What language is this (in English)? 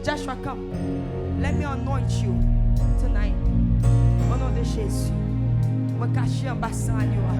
Haitian Creole